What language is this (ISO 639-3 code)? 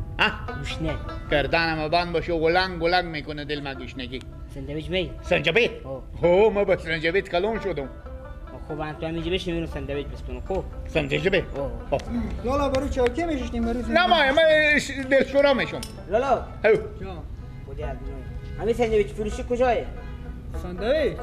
fas